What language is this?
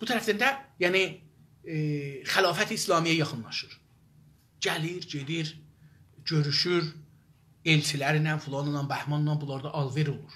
South Azerbaijani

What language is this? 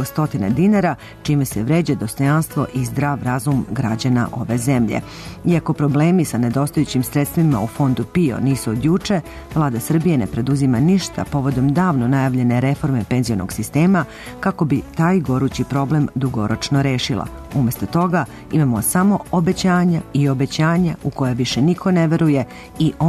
Serbian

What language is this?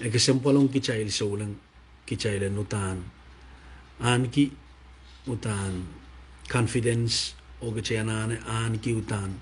Pohnpeian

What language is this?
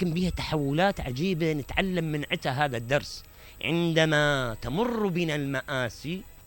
Mesopotamian Arabic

